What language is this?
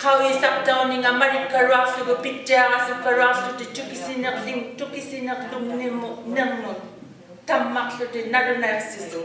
Inuktitut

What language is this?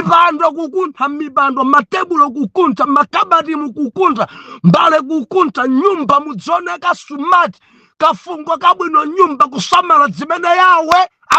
Nyanja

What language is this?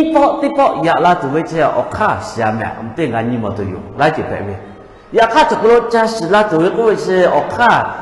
Lahu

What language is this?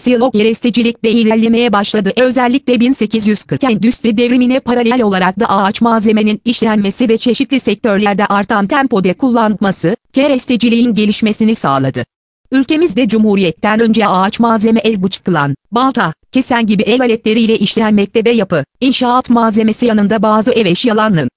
Turkish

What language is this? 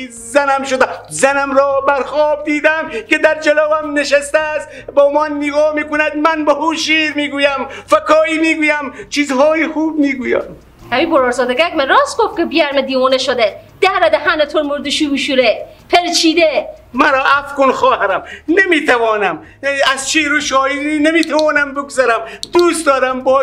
Persian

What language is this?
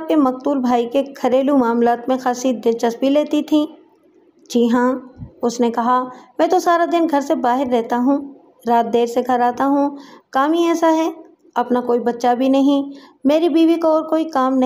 Urdu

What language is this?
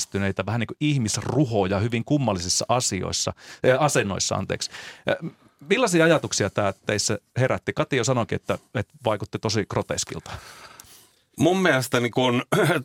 Finnish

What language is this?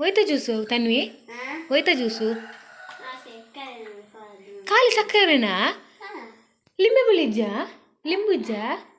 Tulu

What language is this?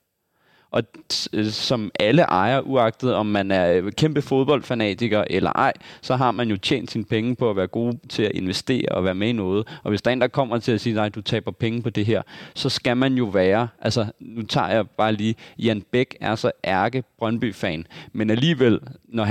Danish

